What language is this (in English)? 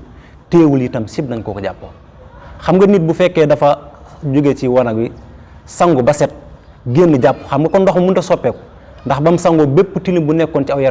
Wolof